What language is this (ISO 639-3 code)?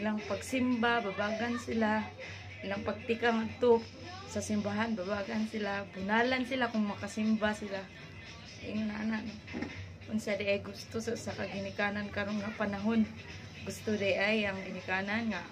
ceb